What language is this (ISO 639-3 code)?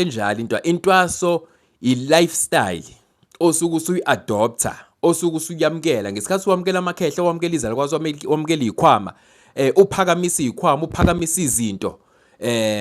zul